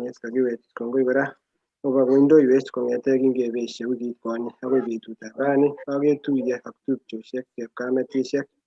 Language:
Kalenjin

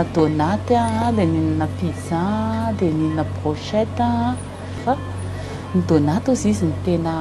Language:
Malagasy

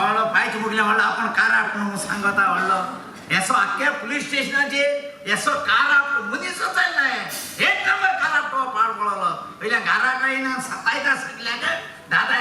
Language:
Konkani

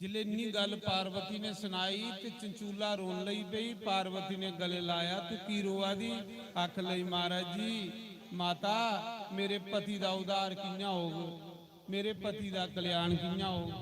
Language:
Dogri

